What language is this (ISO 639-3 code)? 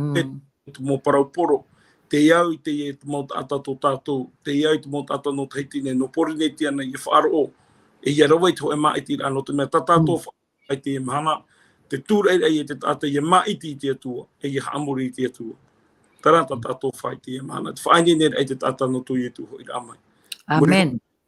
tah